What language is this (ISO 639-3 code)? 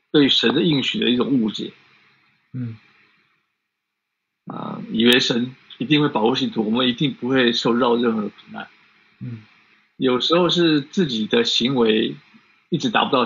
zho